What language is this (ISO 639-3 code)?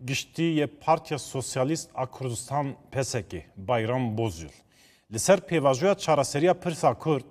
kur